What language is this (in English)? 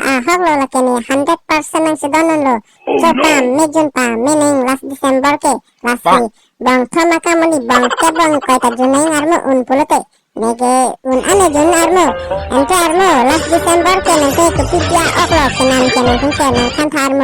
Karbi